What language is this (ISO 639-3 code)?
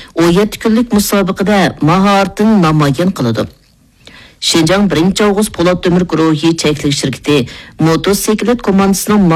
uig